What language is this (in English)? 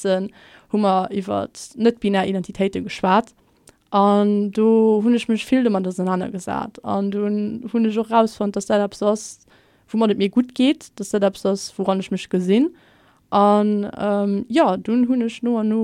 Luxembourgish